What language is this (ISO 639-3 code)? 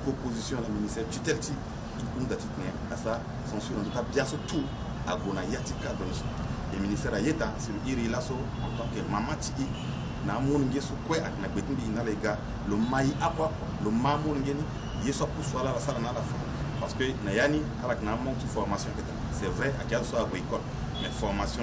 sag